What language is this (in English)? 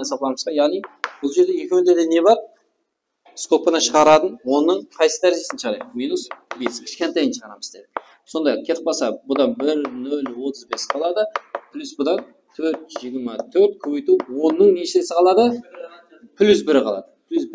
Kara-Kalpak